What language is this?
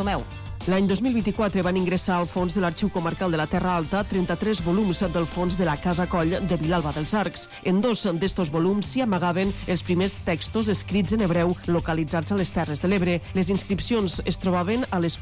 Catalan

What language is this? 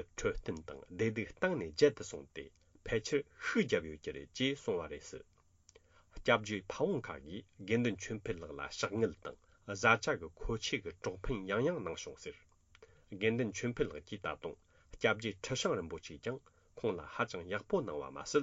Tibetan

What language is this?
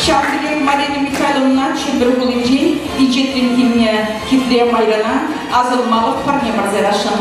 Chuvash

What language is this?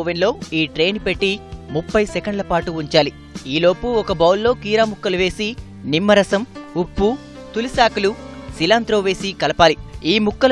Telugu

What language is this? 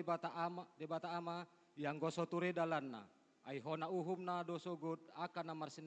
Batak Toba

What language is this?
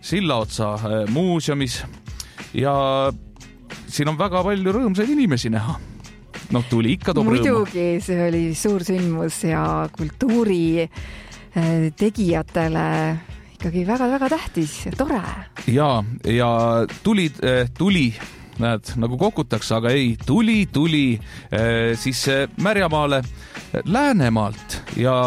Estonian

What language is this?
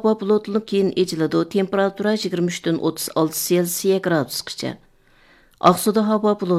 Uyghur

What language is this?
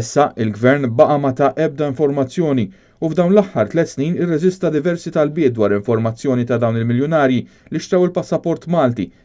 Maltese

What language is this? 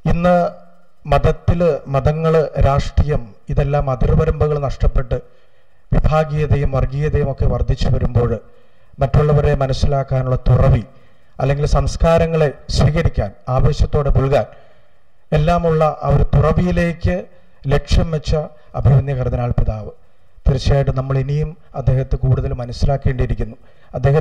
Malayalam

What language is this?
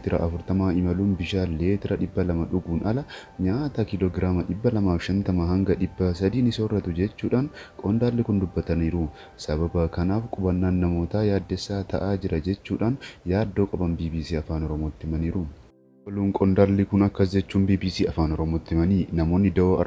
Oromo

